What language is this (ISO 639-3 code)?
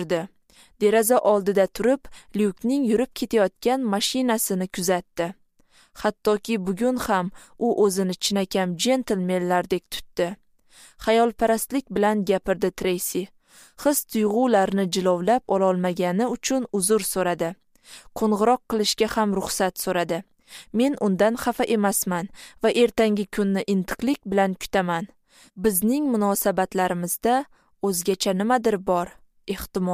uzb